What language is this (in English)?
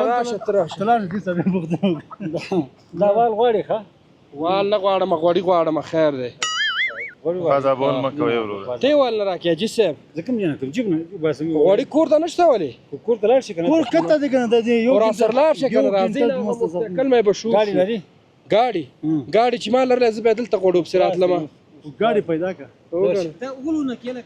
Pashto